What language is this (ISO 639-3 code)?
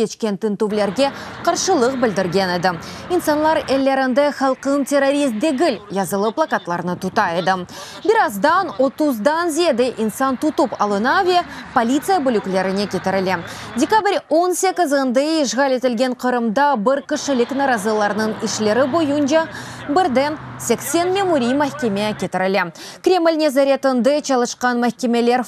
crh